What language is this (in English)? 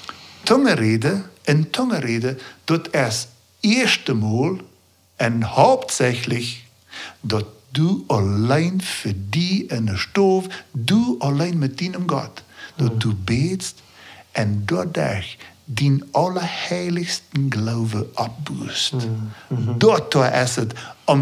Plautdietsch